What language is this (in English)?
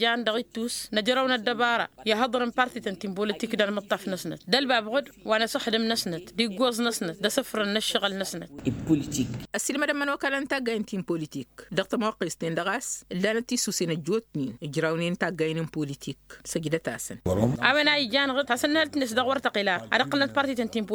Tamasheq